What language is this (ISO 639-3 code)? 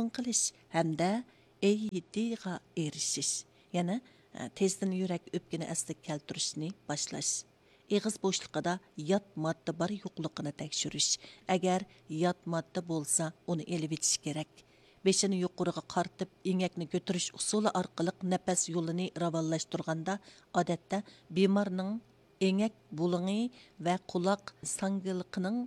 uig